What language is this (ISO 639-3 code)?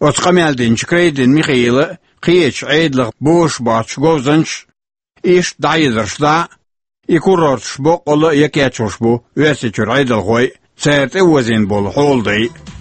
che